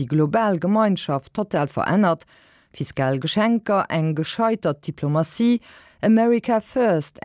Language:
Luxembourgish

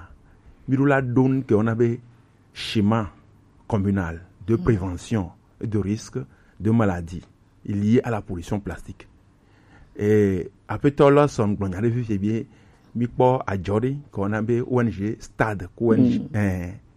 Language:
Gen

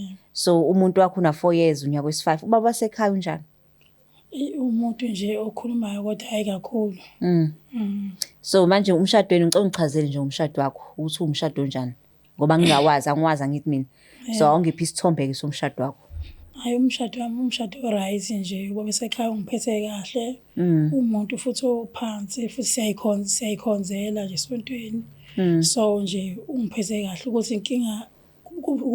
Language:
Zulu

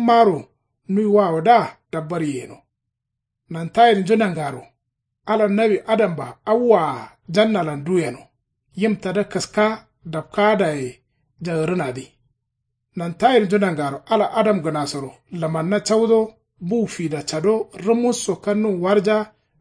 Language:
Kanuri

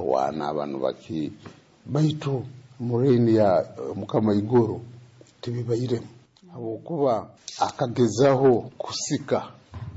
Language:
Nyoro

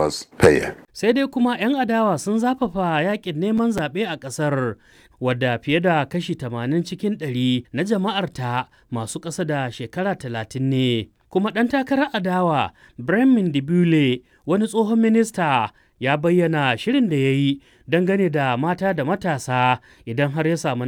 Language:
Hausa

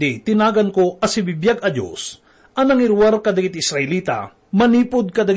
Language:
Iloko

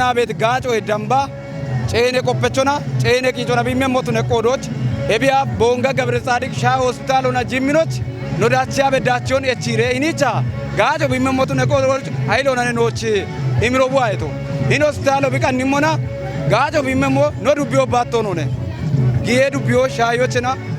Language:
Kafa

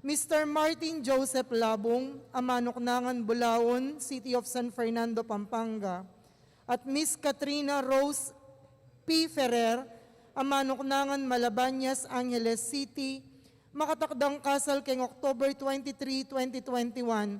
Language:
Pampanga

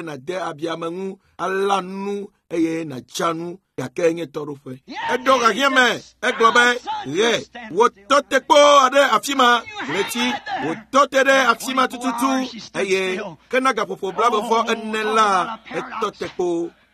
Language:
Ewe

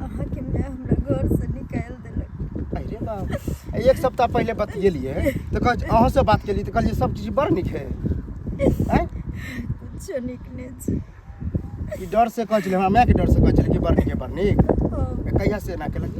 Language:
Maithili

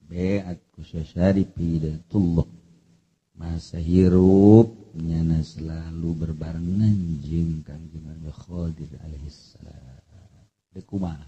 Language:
Sundanese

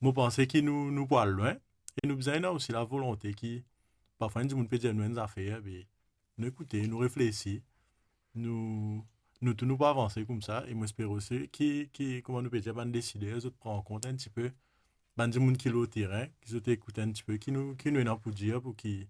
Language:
Morisyen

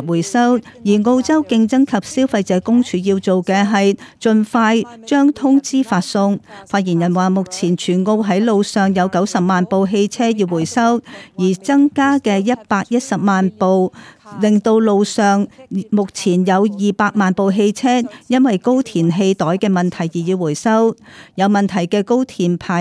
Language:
Cantonese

